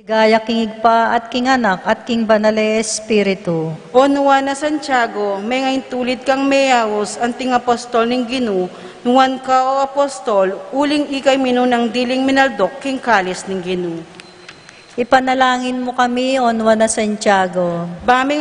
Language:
Pampanga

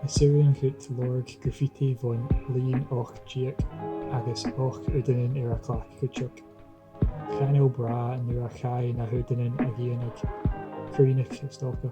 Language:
Scottish Gaelic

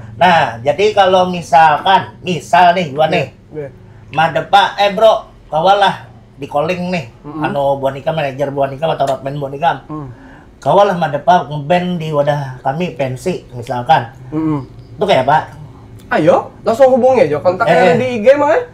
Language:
Banjar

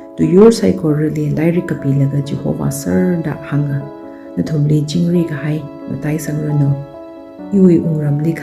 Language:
Tangkhul Naga (India)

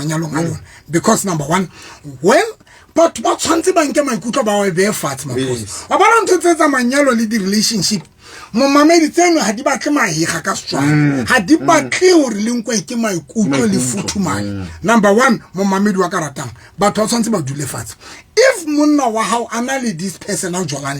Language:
Southern Sotho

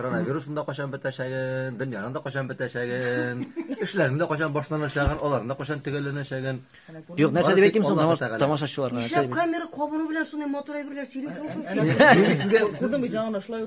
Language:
Tatar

